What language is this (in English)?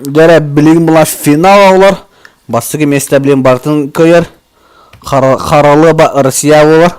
Yakut